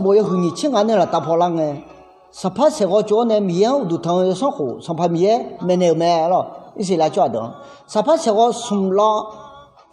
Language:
Akha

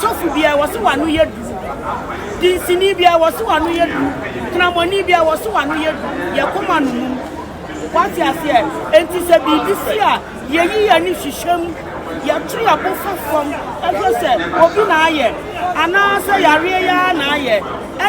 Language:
Akan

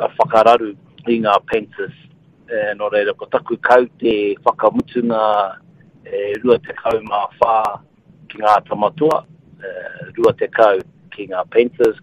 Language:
Māori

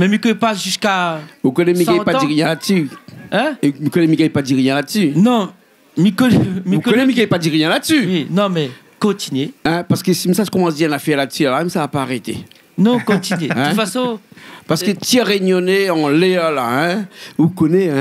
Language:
Réunion Creole French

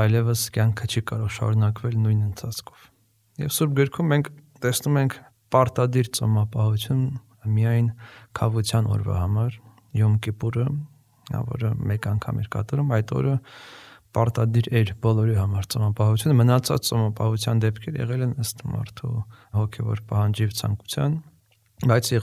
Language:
Armenian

